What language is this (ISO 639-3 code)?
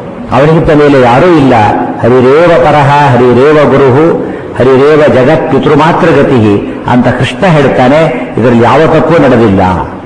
kan